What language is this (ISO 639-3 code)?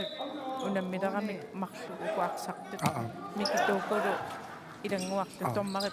kal